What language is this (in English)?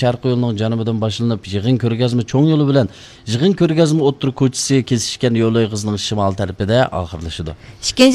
Uyghur